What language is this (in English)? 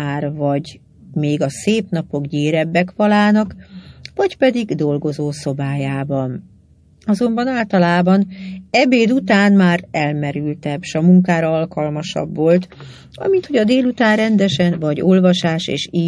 Hungarian